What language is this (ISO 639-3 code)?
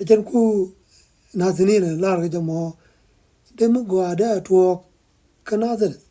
nus